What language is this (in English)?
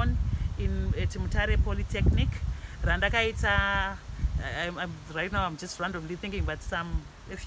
Shona